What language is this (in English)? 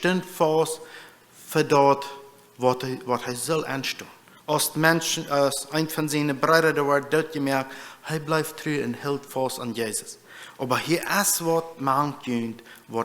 Plautdietsch